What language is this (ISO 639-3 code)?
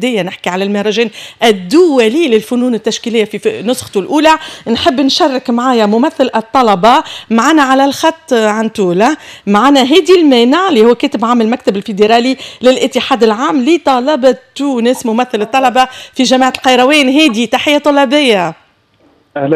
aeb